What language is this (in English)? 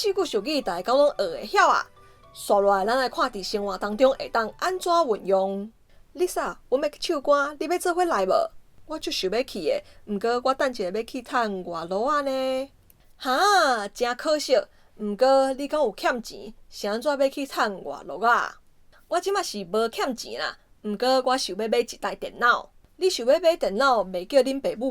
Min Nan Chinese